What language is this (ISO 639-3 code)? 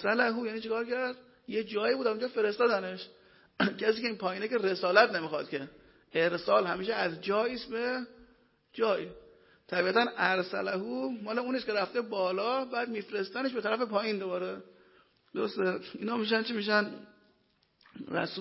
fas